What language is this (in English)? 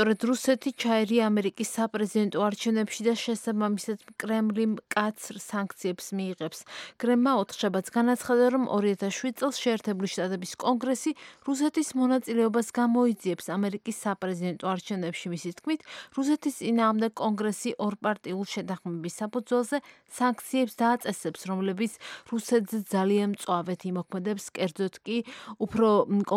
Georgian